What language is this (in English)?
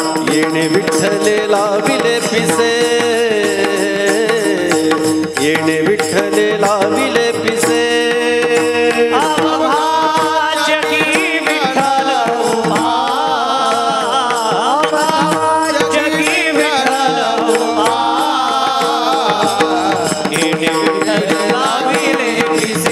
Marathi